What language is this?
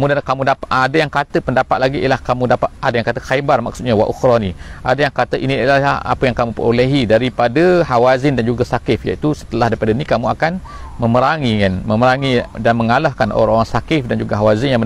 Malay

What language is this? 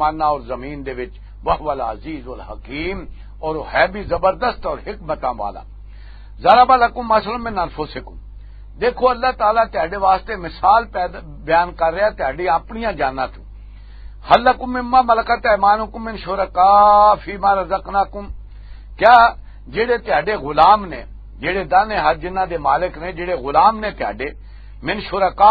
Western Panjabi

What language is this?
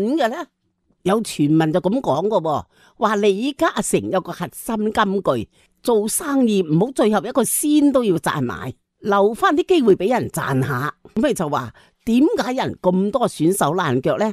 Cantonese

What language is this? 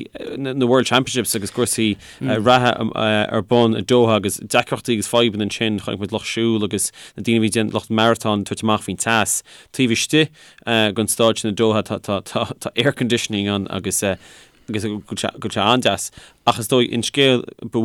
Irish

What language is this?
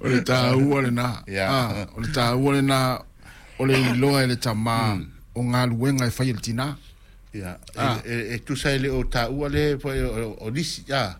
Samoan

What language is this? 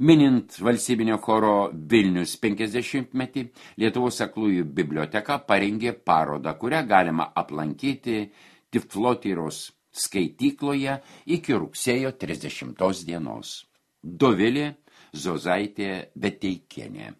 Lithuanian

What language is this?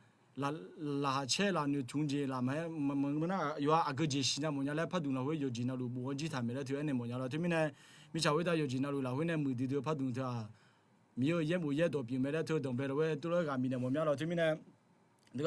Akha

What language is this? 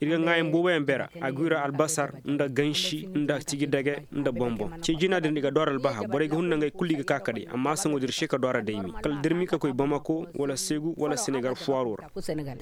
Koyraboro Senni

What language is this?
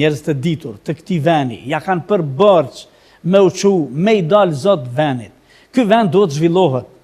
Albanian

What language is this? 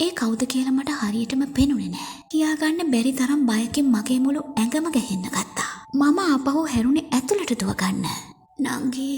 Sinhala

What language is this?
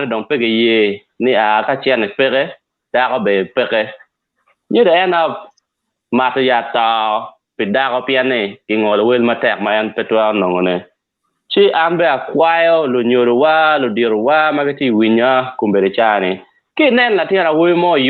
Acoli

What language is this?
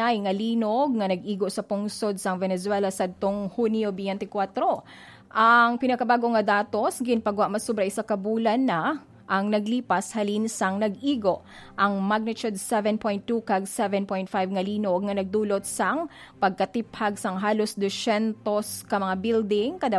Hiligaynon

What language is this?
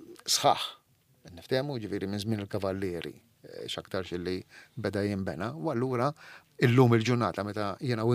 Maltese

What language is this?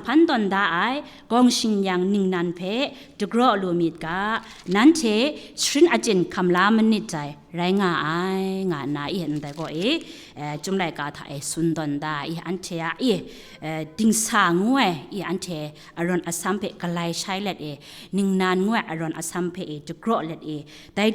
Kachin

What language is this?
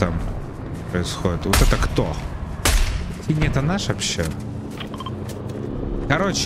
Russian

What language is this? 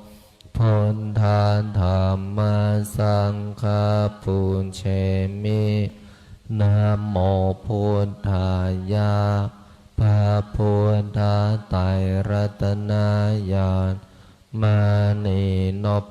Pali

